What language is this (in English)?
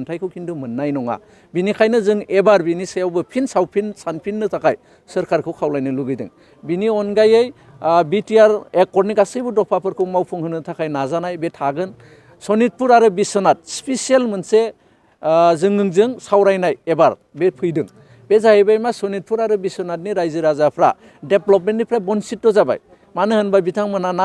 Bodo